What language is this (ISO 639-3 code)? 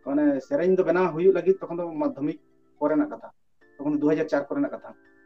sat